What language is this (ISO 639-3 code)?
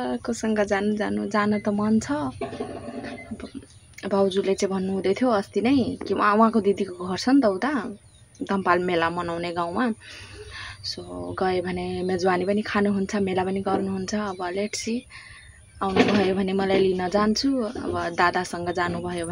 nep